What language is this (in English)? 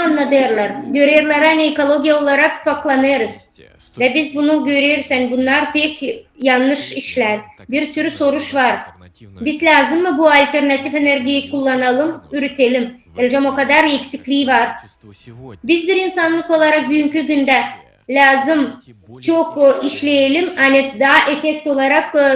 Gagauz